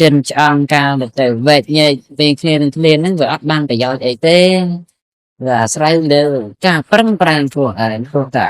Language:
Khmer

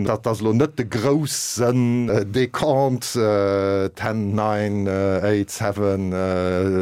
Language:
Luxembourgish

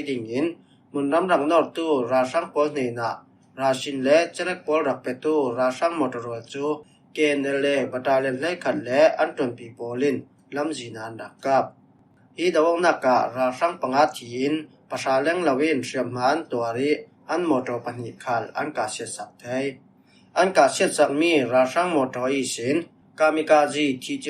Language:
Falam Chin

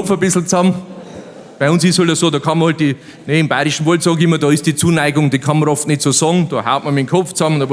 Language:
Bavarian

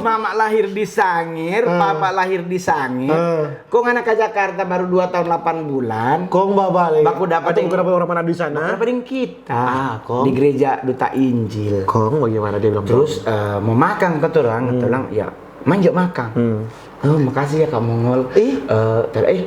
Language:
Manado Malay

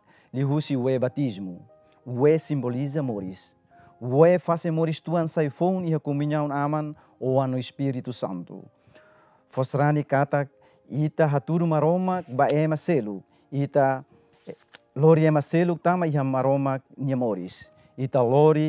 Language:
Tetum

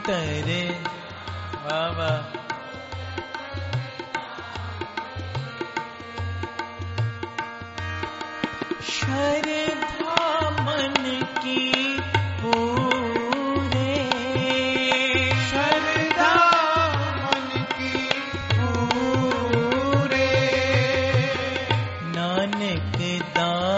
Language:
Punjabi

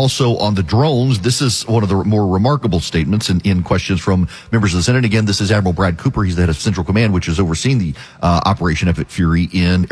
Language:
English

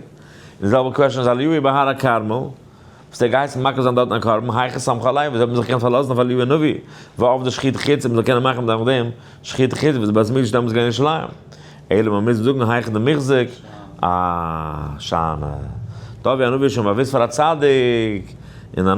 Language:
Yiddish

